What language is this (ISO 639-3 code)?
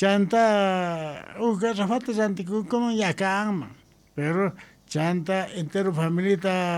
que